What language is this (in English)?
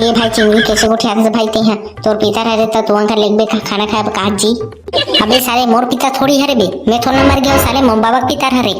Chhattisgarhi